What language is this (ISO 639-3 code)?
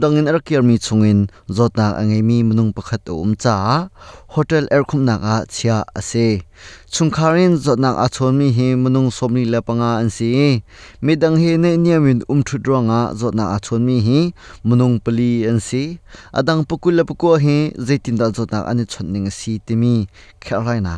cnh